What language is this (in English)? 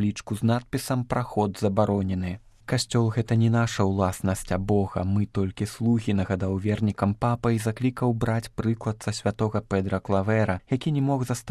Belarusian